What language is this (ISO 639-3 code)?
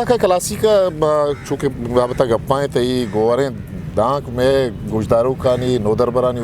bgp